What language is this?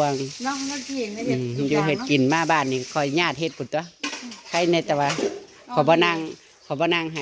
Northeastern Thai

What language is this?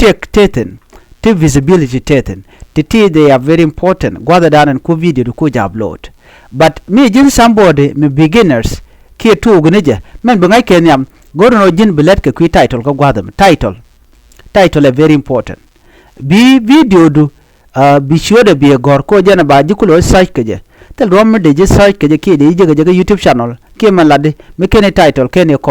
Nuer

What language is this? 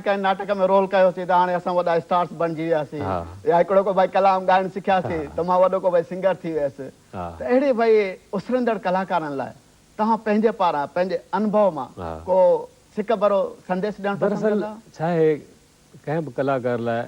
Sindhi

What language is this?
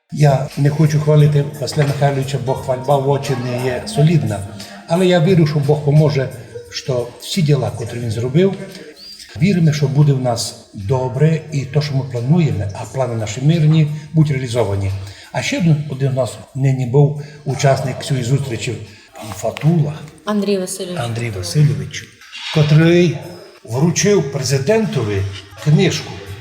Rusyn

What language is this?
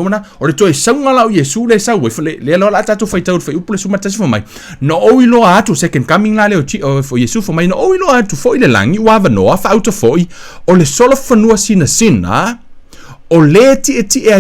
Samoan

